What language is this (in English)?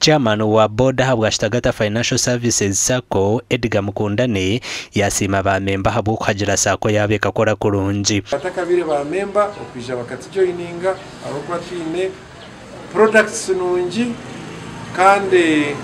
Nyankole